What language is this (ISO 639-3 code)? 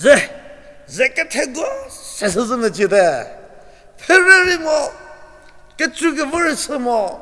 njm